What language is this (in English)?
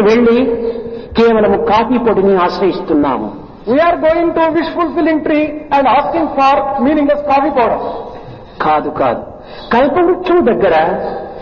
Telugu